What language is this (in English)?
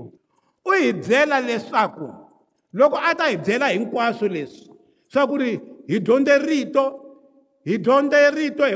Tsonga